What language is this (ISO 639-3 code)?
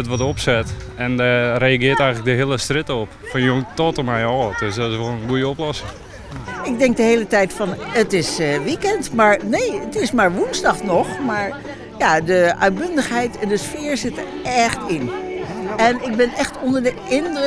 fry